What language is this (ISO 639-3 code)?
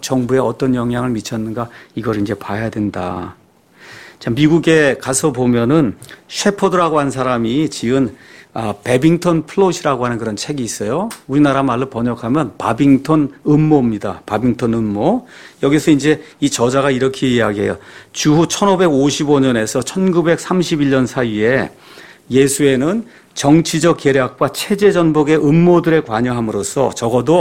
kor